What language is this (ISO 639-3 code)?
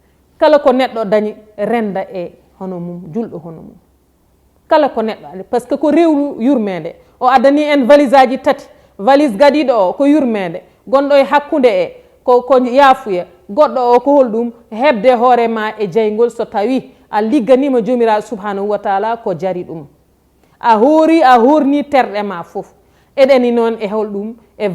ful